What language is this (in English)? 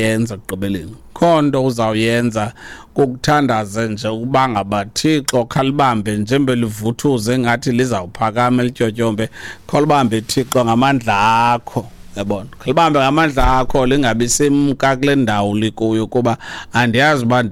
Xhosa